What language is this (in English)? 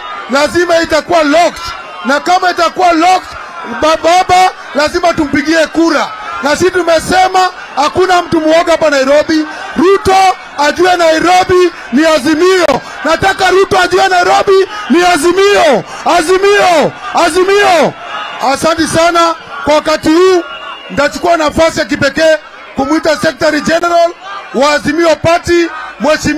Swahili